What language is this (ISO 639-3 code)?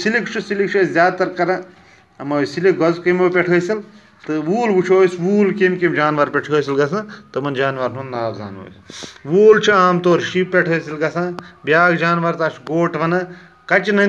kas